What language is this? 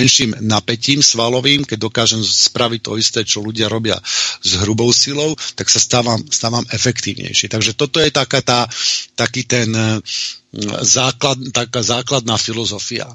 Slovak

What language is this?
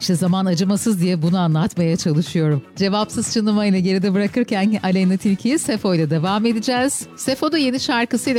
Turkish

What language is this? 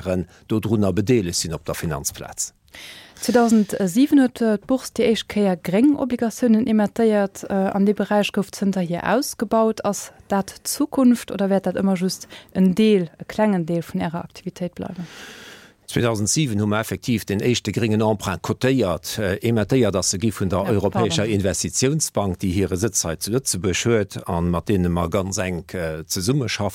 Luxembourgish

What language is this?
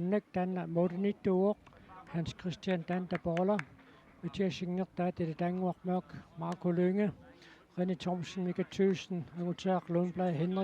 Kalaallisut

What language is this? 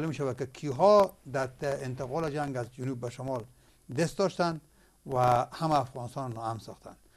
Persian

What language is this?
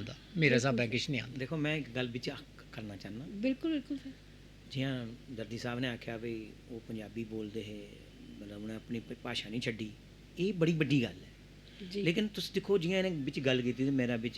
Dogri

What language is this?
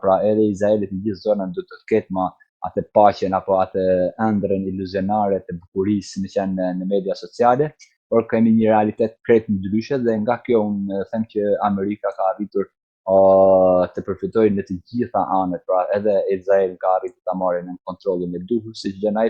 Albanian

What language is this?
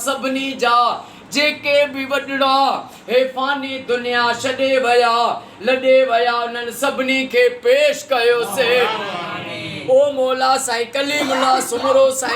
Sindhi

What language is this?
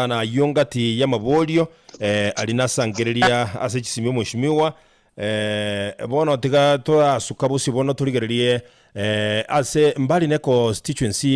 Gusii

